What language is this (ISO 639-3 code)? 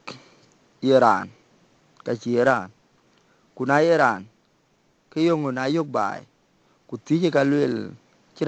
din